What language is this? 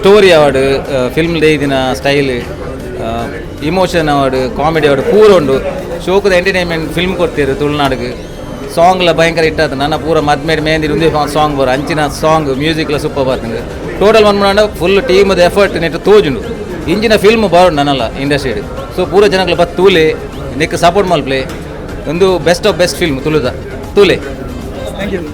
Tulu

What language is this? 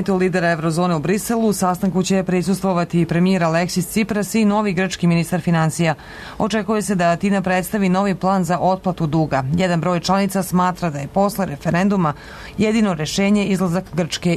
Serbian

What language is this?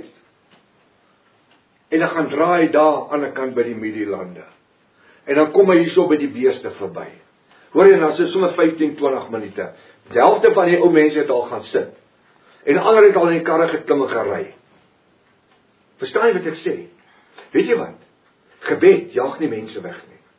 Afrikaans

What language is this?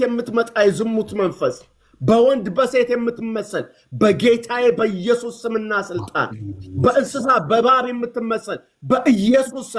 Amharic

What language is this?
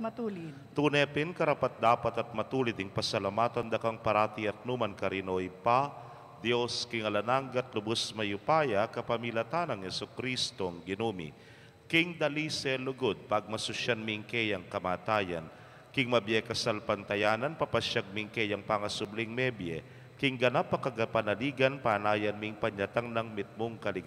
Pampanga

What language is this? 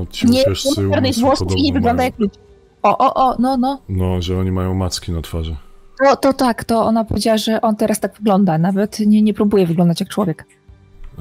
Polish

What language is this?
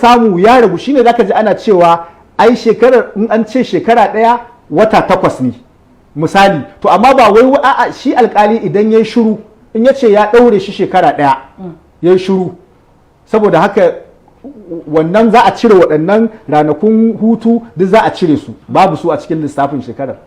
Hausa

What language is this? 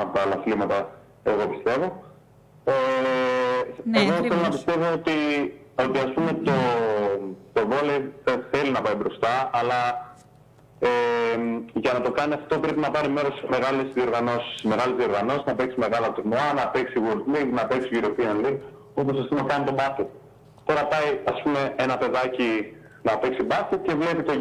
Greek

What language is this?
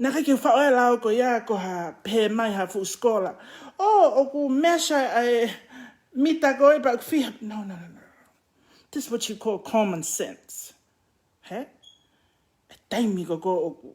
Tongan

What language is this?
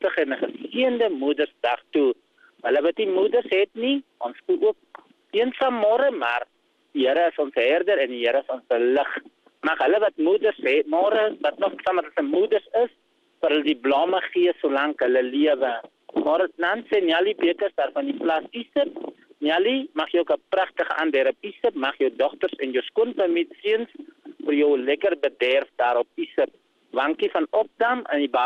Afrikaans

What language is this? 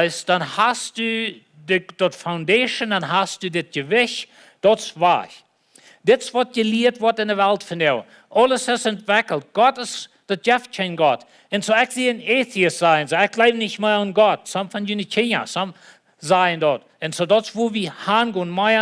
Plautdietsch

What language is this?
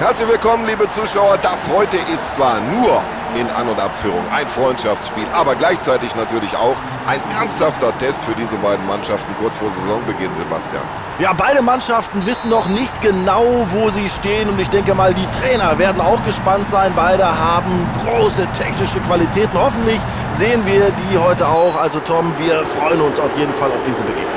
Bavarian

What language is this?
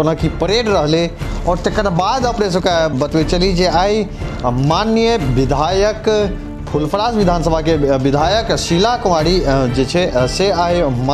Maithili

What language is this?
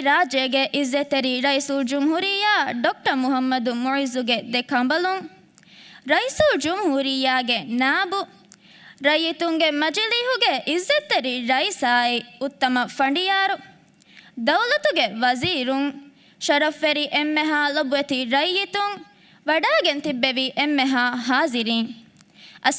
Divehi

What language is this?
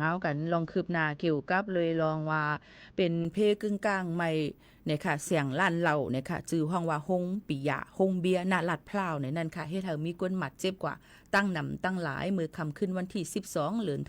Shan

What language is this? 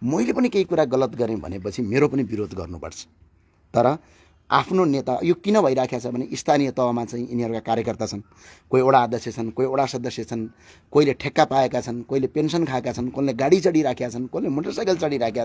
Nepali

